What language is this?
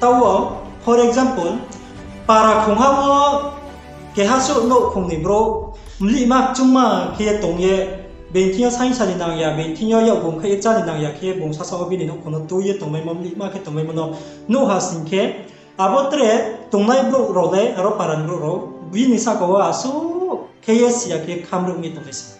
Riang (India)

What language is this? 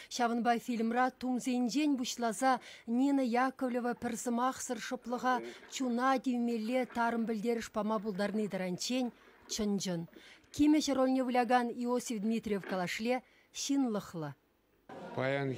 Chuvash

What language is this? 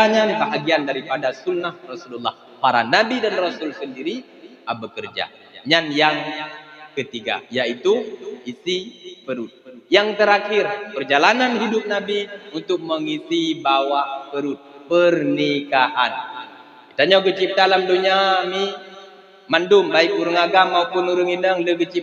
Achinese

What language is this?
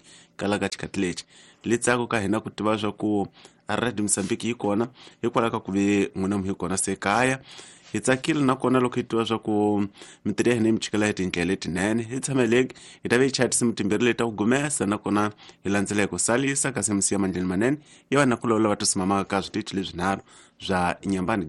Tsonga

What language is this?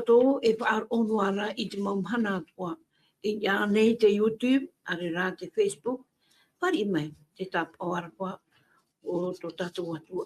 Tahitian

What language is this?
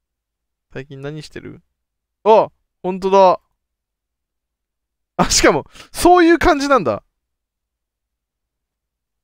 Japanese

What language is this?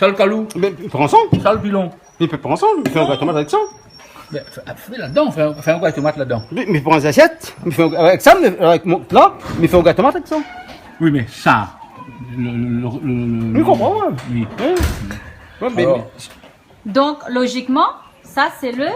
Réunion Creole French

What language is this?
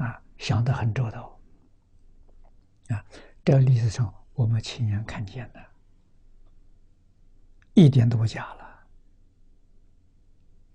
Chinese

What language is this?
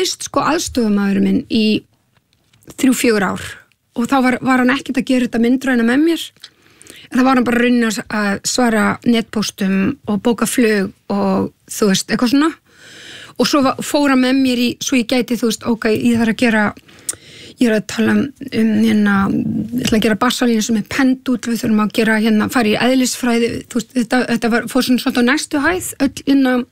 Icelandic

